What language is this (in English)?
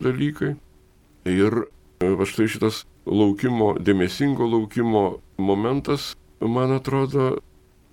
Lithuanian